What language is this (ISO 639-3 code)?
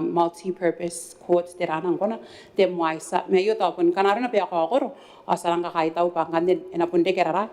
gil